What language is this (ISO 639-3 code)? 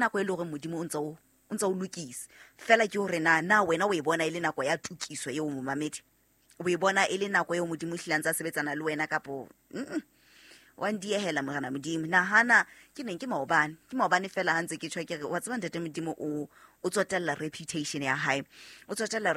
sot